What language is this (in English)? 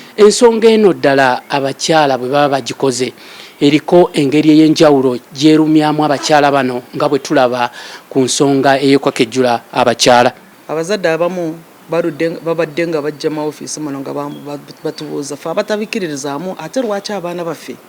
Ganda